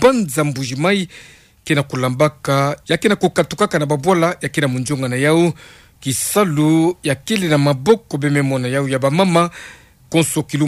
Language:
Kituba (Democratic Republic of Congo)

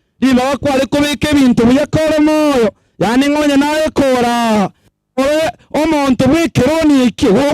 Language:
Gusii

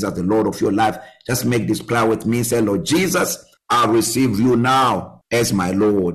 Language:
English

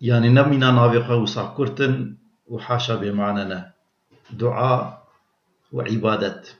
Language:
Kurdish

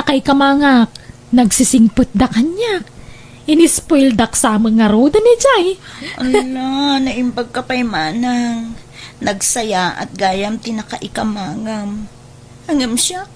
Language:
Iloko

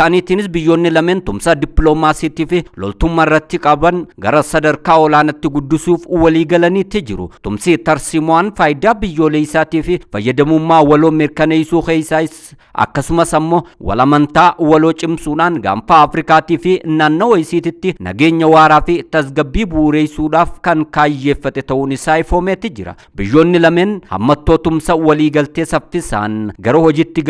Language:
Oromo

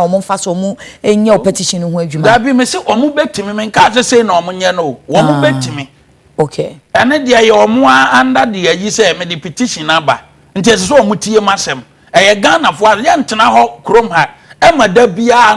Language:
Akan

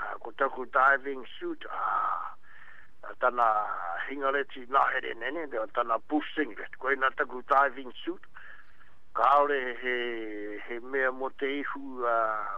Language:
Māori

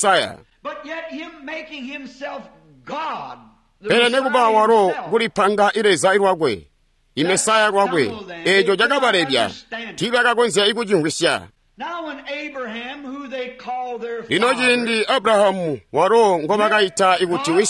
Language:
Tonga (Zambia)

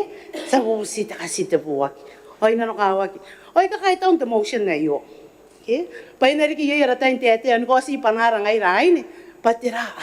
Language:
Gilbertese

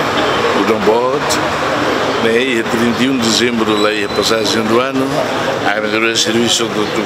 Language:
Tetum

